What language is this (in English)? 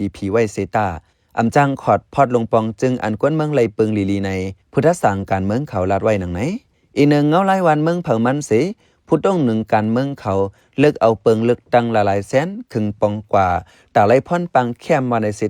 Shan